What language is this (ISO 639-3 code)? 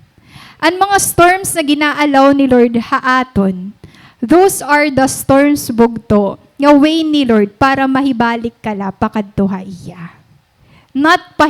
war